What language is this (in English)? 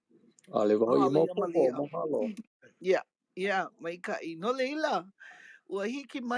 Hawaiian